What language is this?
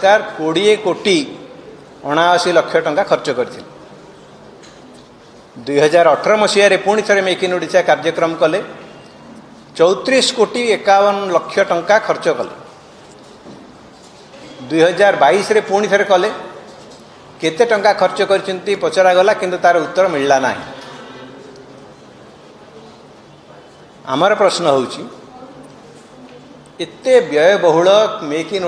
Odia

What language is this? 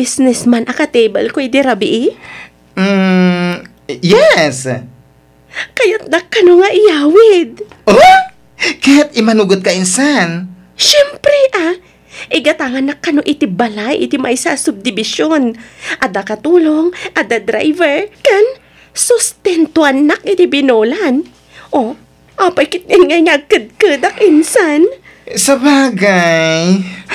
Iloko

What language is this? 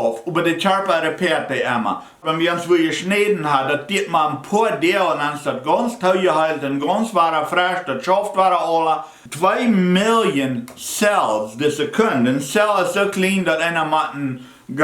Plautdietsch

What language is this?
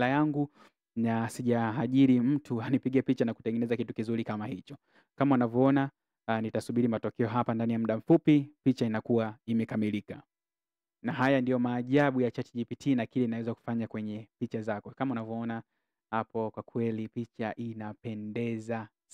Swahili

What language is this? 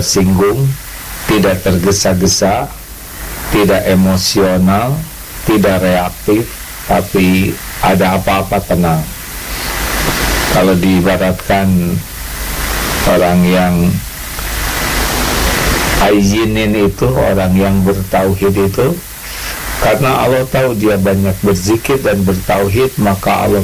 Indonesian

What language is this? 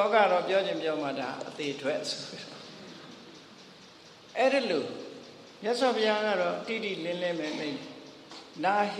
Burmese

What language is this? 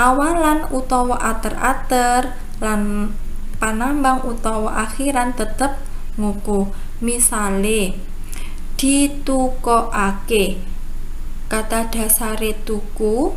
Javanese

